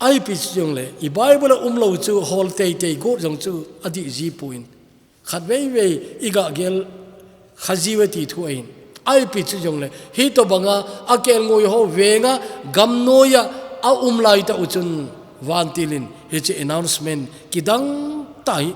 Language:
Thado Chin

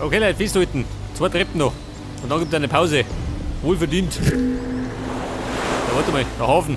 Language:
Bavarian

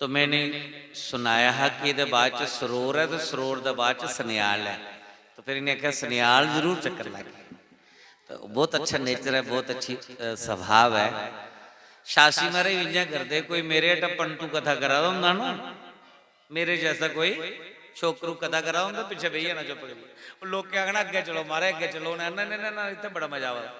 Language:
Dogri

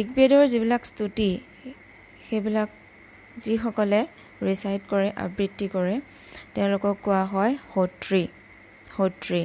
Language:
Assamese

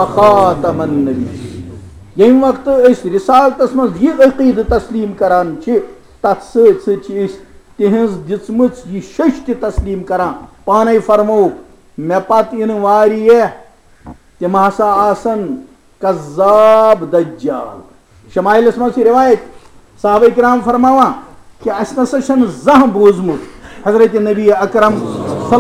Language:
Kashmiri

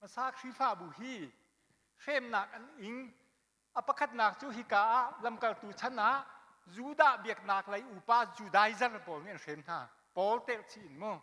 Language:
Hakha Chin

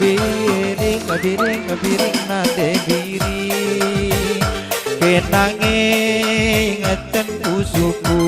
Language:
Batak Karo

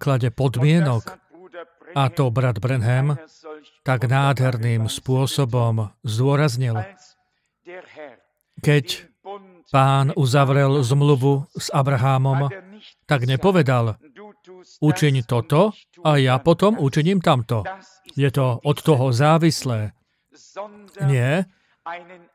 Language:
Slovak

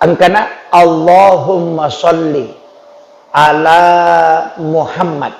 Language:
Buginese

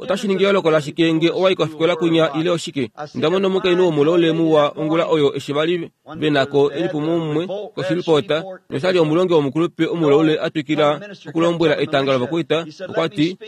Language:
Kuanyama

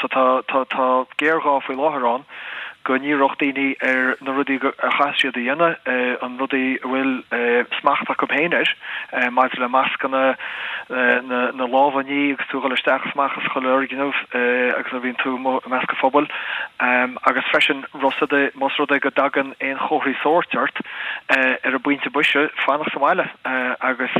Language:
Irish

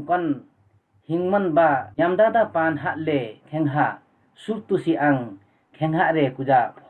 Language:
Limbu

